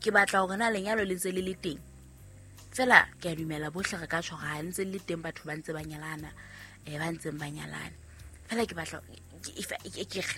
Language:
Southern Sotho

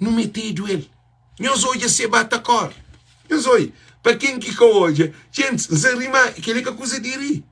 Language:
Kabuverdianu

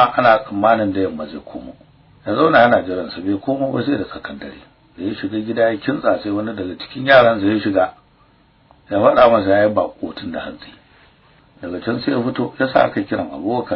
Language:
Hausa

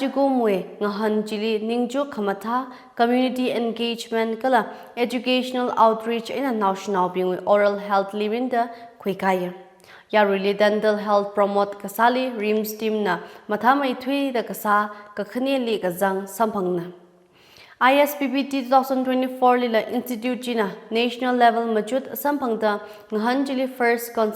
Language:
Tangkhul Naga (India)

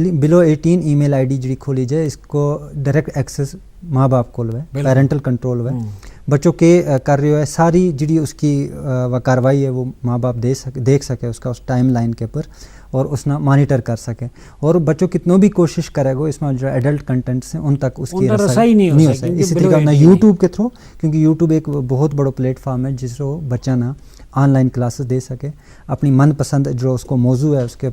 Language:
Gujari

